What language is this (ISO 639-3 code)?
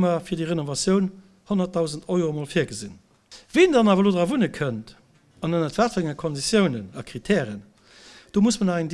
ltz